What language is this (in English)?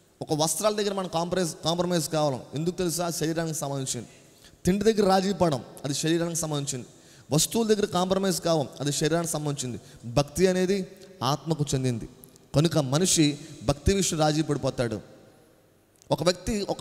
Telugu